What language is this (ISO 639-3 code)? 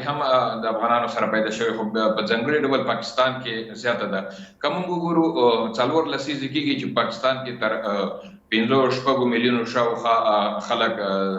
pus